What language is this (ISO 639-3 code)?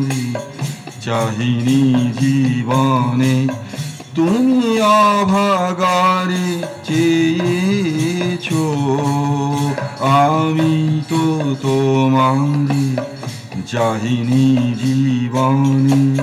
ben